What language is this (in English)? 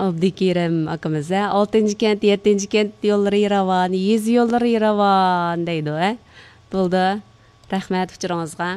Uyghur